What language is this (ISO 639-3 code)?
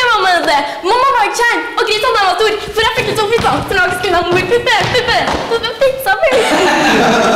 nor